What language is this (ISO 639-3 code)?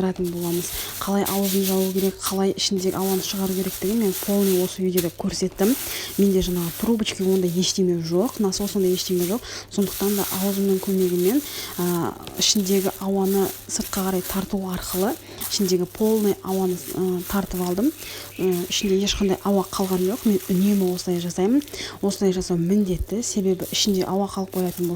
kaz